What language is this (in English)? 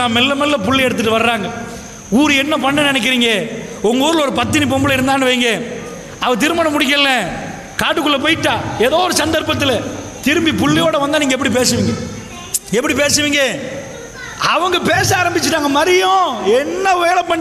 Tamil